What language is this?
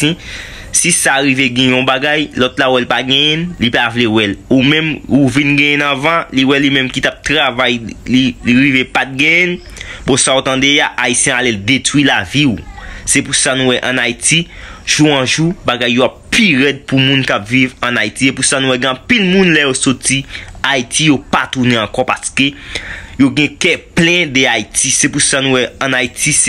Haitian Creole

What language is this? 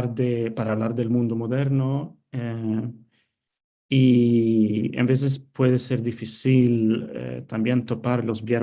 Ladino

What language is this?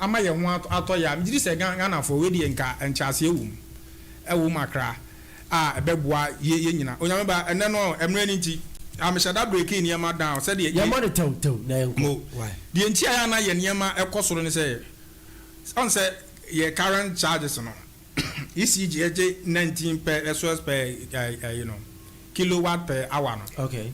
Akan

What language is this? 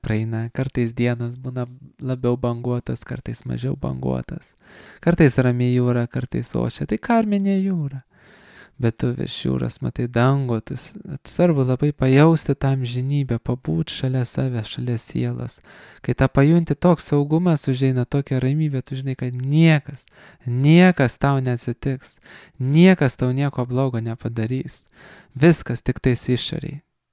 Lithuanian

